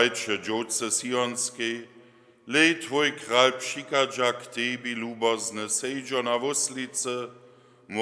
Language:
Upper Sorbian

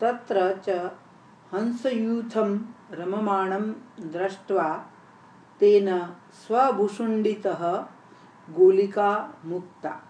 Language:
Sanskrit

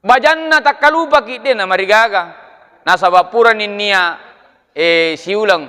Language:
Buginese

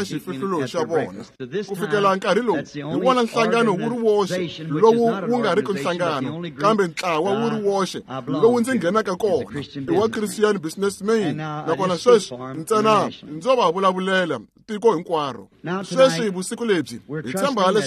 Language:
Tsonga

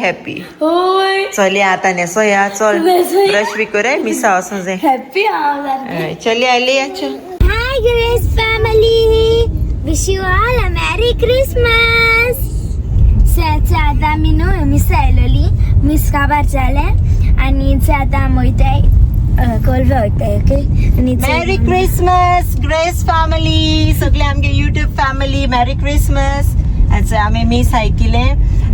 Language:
Konkani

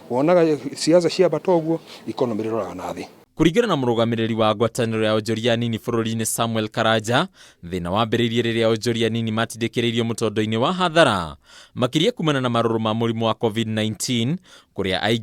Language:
Kikuyu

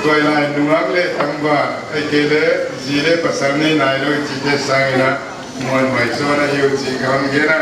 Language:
Paite Chin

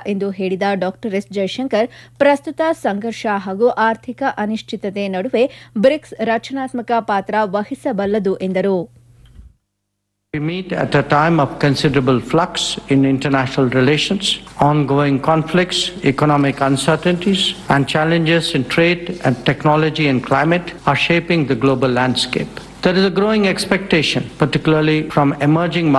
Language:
Kannada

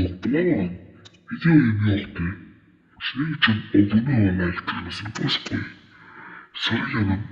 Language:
Uzbek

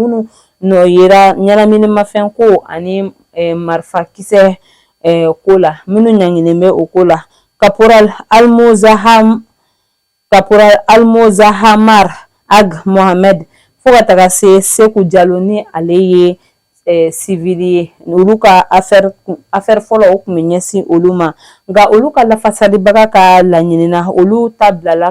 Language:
Bambara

